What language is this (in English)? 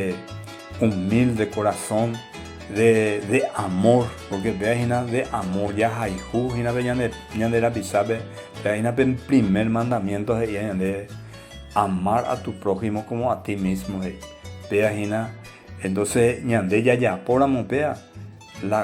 Guarani